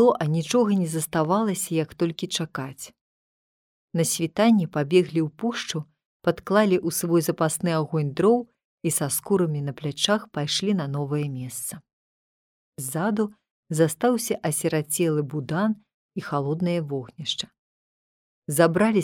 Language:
Belarusian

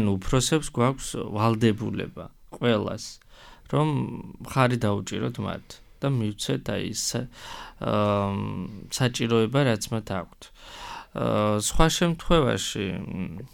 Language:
Georgian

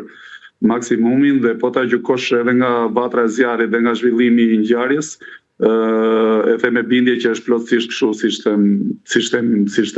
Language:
Albanian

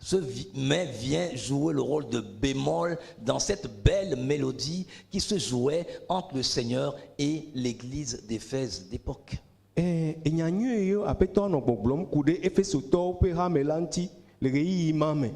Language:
Ewe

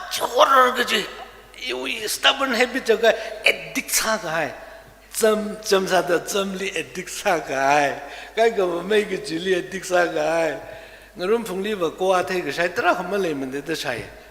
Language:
Tangkhul Naga (India)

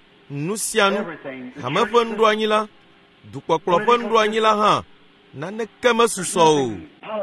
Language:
Ewe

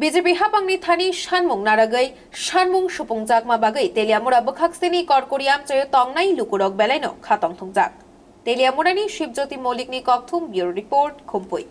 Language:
Kok Borok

